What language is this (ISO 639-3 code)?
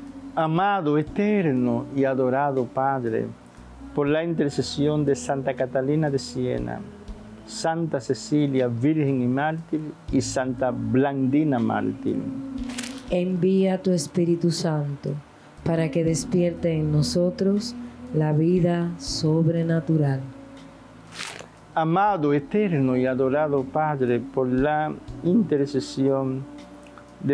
spa